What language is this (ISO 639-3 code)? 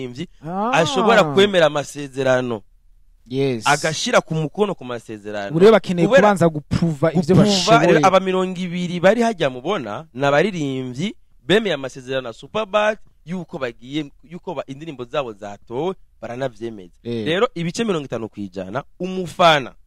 run